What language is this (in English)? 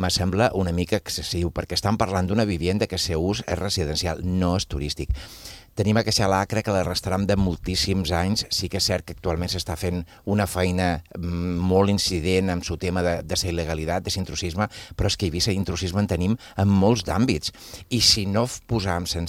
Catalan